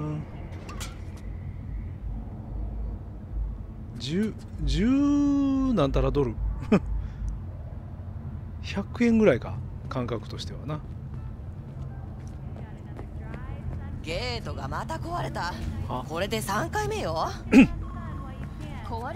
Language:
Japanese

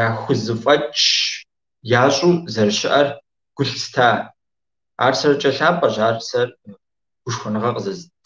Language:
Kabardian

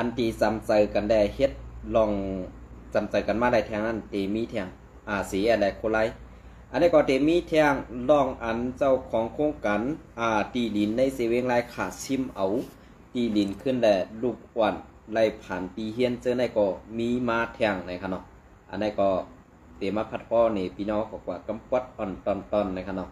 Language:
Shan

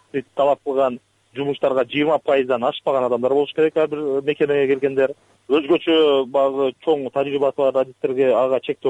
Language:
Kyrgyz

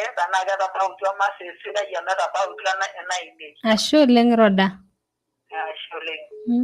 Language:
Masai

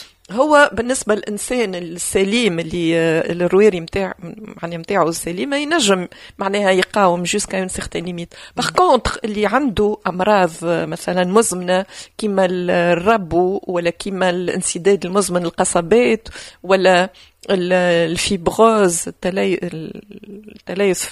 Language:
Tunisian Arabic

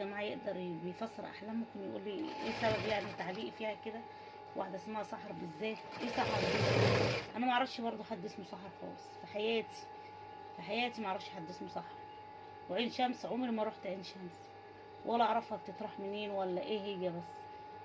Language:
Egyptian Arabic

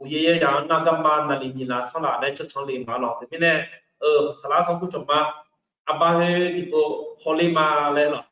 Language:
Akha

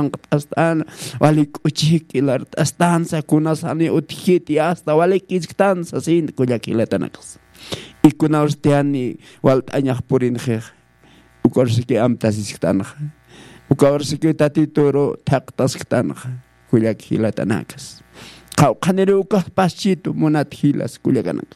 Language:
Aymara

